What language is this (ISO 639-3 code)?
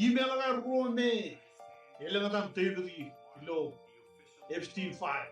mah